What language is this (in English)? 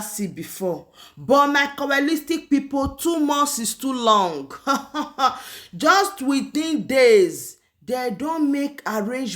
Nigerian Pidgin